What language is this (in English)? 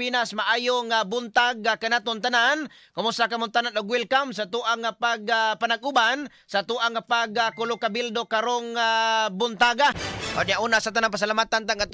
Cebuano